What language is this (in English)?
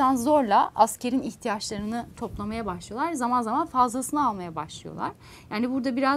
Turkish